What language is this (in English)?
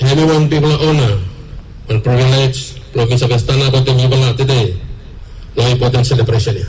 Bislama